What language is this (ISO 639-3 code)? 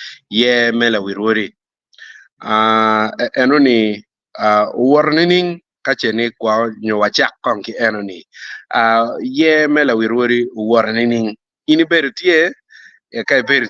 ach